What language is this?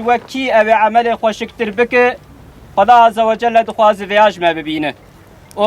Kurdish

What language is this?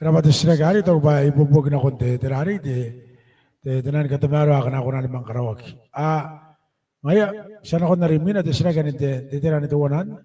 Gilbertese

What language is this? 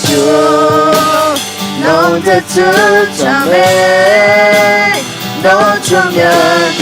Akha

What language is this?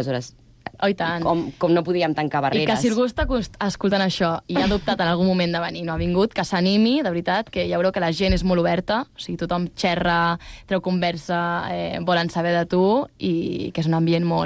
Catalan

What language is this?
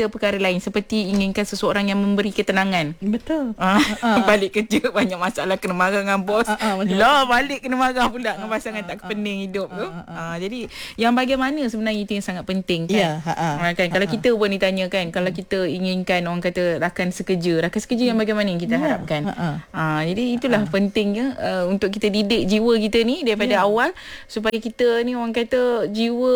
Malay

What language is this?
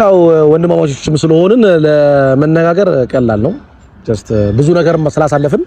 Amharic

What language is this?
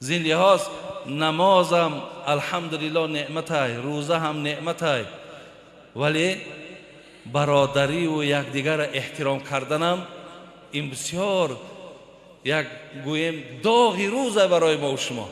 Tajik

